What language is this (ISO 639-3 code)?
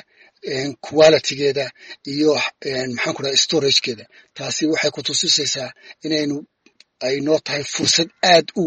som